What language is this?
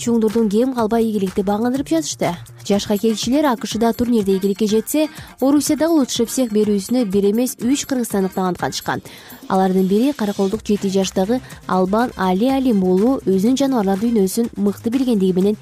Kyrgyz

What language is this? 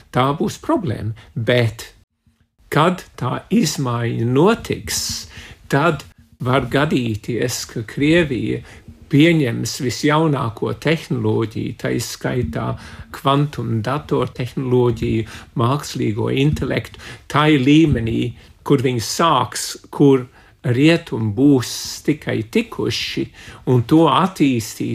Latvian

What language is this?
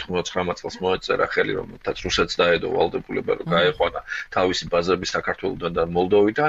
Georgian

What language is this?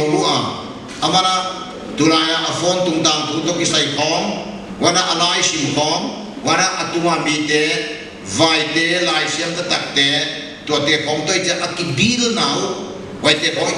Paite Chin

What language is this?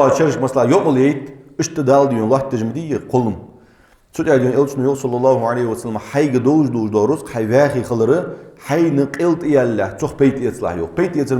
Ingush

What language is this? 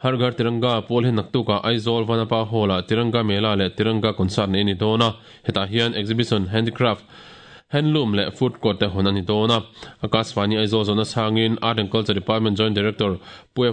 Mizo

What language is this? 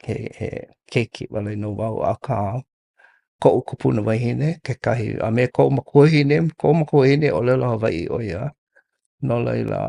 Hawaiian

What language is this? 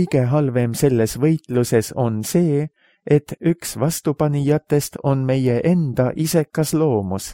Estonian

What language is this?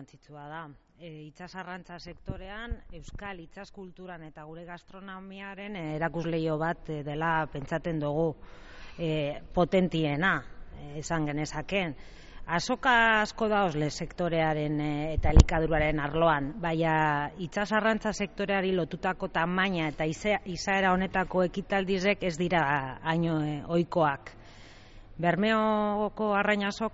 Basque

